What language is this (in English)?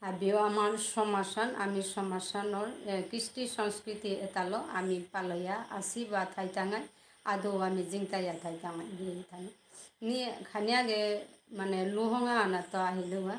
Bishnupriya